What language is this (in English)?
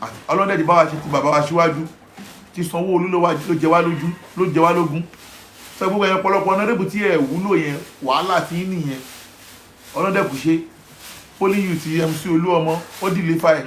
Yoruba